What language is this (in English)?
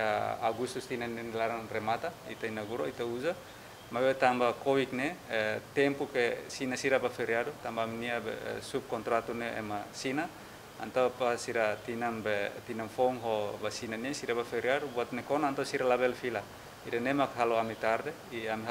Tetum